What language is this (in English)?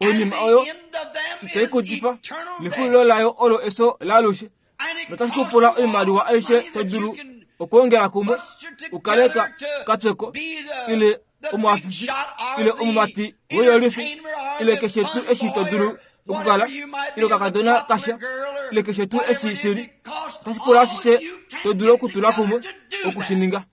Kuanyama